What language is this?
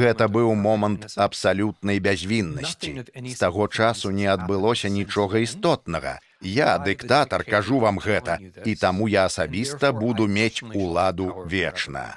Belarusian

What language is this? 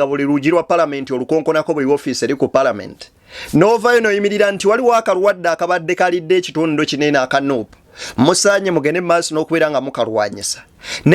Ganda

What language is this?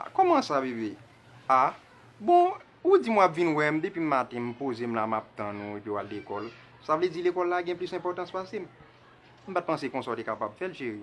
Haitian Creole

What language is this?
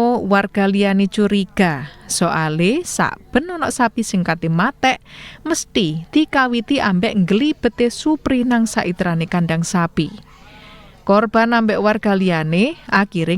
Javanese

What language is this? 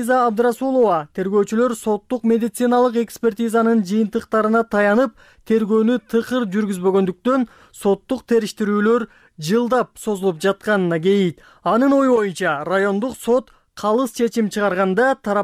Kyrgyz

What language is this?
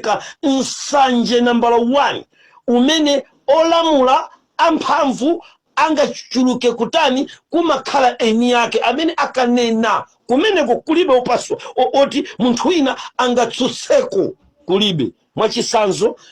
Nyanja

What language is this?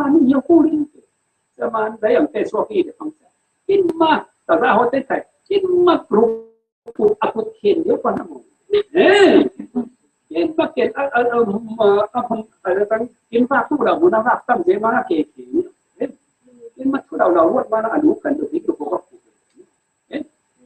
Falam Chin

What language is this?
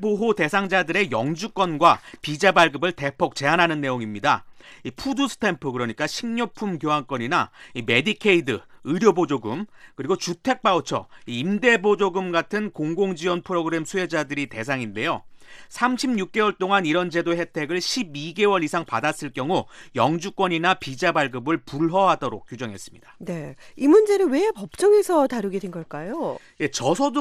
Korean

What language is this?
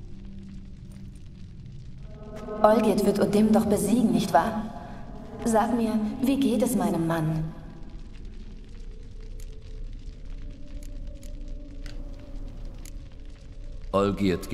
German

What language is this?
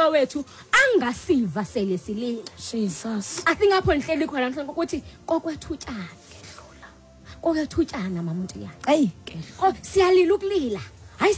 Xhosa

